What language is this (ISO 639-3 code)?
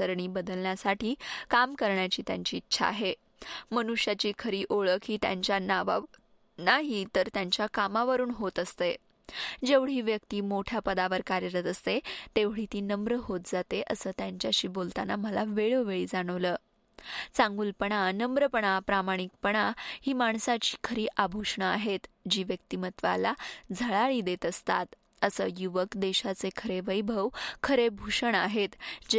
mar